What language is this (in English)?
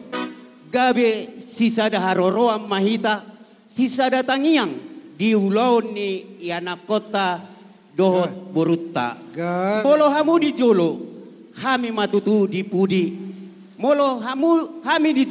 Batak Toba